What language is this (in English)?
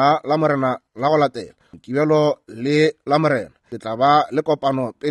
Northern Sotho